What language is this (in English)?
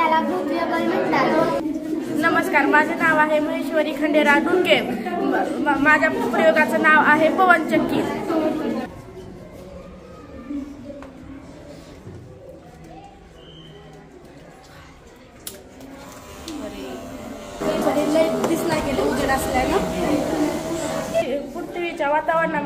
Marathi